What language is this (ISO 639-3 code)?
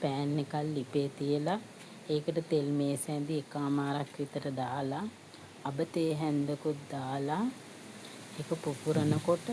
sin